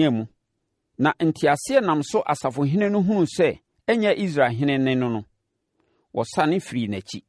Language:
Akan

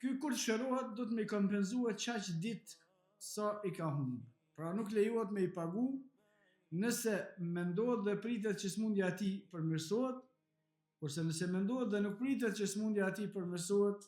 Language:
Albanian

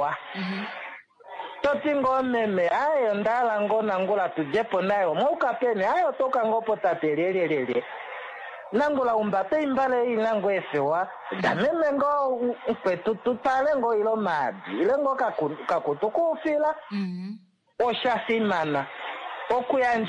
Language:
Kuanyama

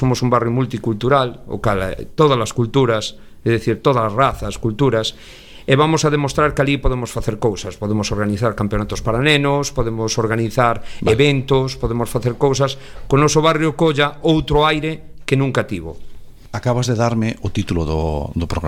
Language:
Galician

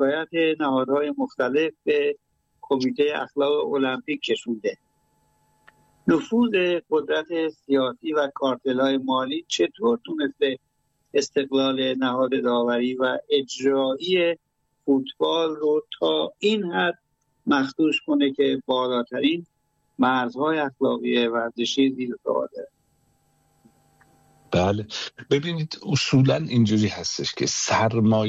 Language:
Persian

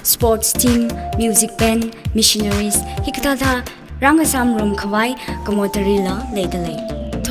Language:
Tangkhul Naga (India)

